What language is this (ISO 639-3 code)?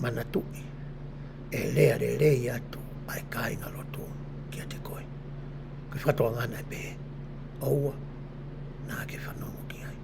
ton